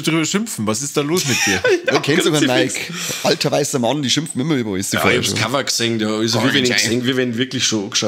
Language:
Bavarian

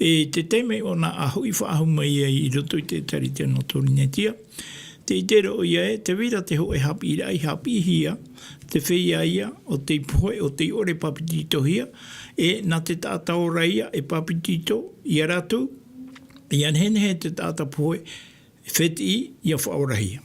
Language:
Tahitian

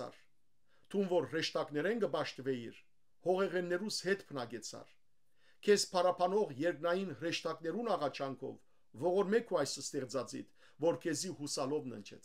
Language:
Western Armenian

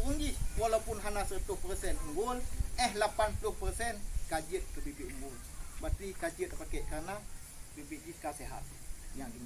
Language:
Achinese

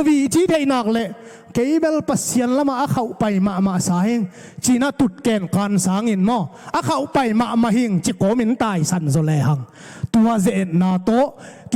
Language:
Tedim Chin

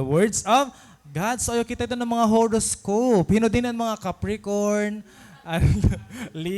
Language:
Waray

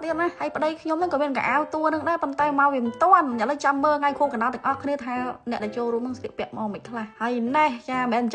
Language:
Khmer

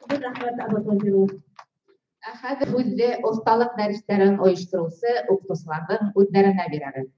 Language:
Bashkir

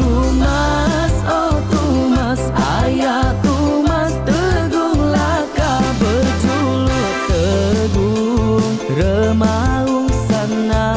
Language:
Iban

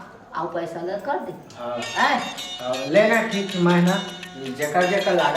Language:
Chhattisgarhi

